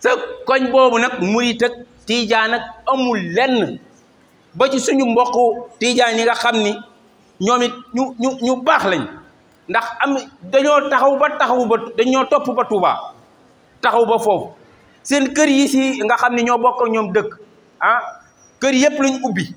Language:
Wolof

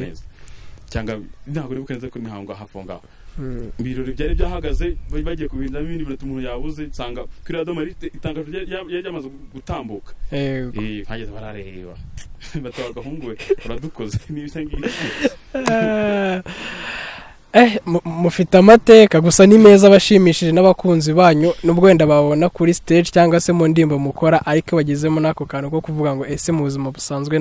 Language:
Kinyarwanda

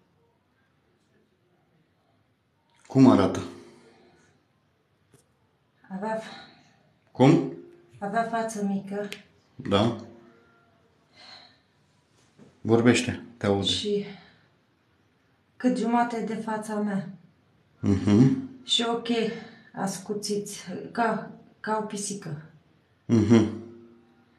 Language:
Romanian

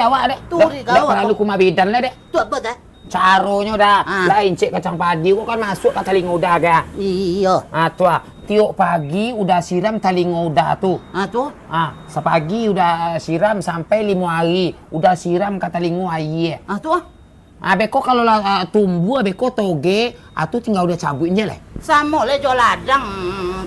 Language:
Minangkabau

